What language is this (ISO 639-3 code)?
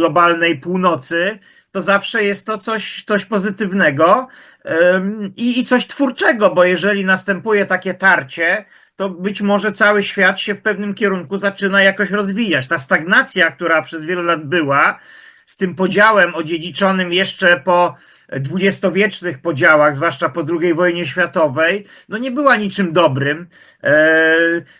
pol